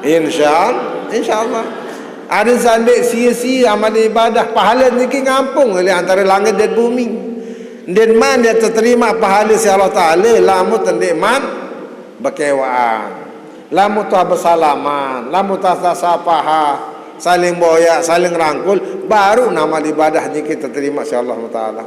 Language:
Sasak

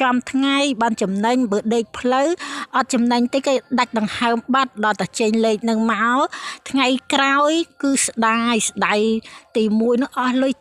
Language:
Khmer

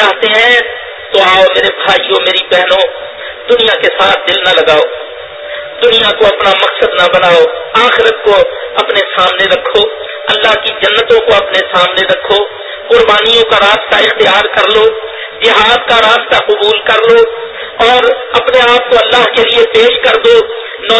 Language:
Urdu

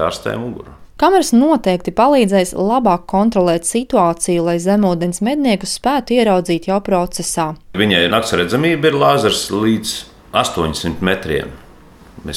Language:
Latvian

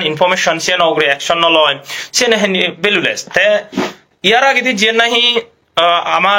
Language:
Chakma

